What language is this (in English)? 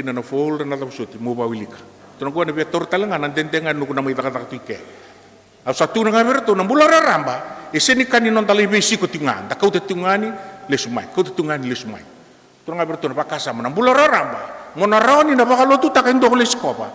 Fijian